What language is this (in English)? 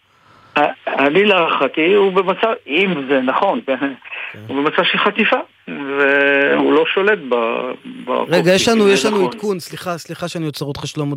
Hebrew